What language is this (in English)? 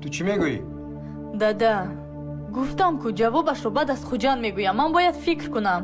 Tajik